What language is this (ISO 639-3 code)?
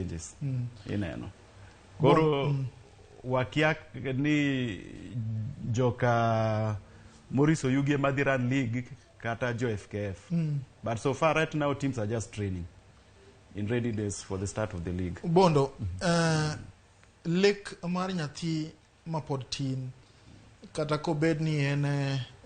luo